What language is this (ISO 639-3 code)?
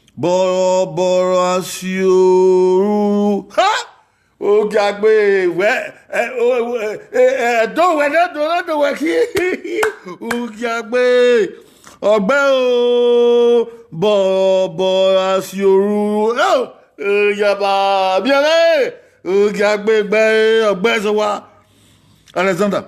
bin